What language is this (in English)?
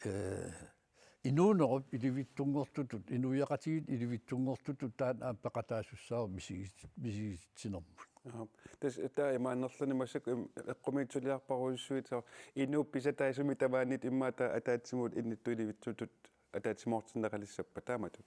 Kalaallisut